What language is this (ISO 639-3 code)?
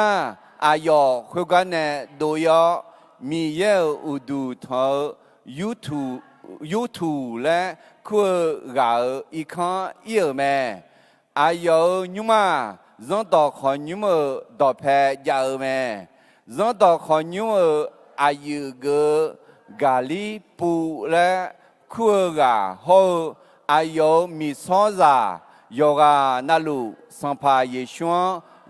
ahk